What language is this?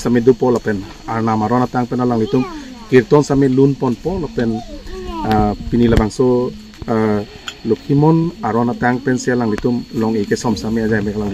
Karbi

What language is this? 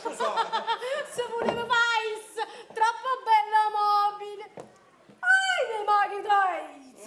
Neapolitan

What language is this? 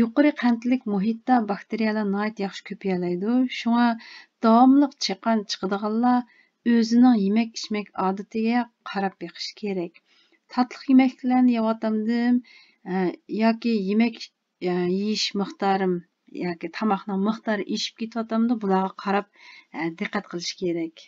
Uyghur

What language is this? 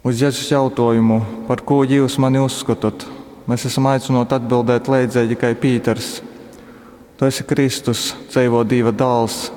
Latgalian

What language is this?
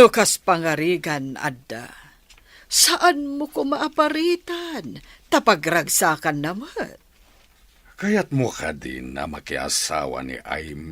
Iloko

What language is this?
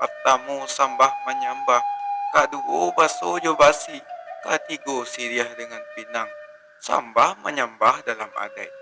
Minangkabau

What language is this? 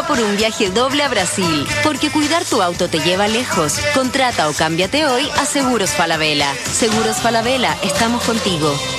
Spanish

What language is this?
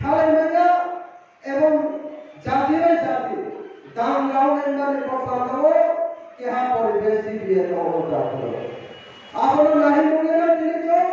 Riang (India)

